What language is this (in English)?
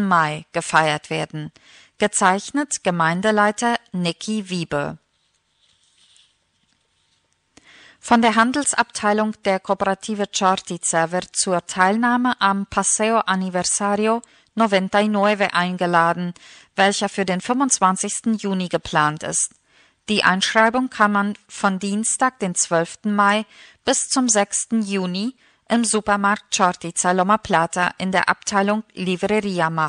German